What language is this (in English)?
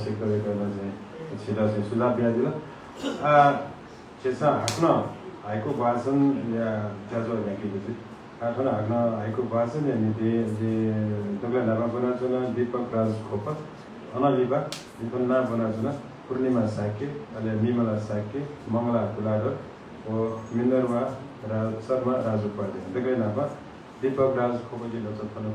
Newari